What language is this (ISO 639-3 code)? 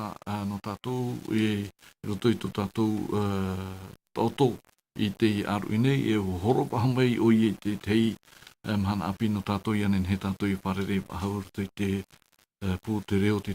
tah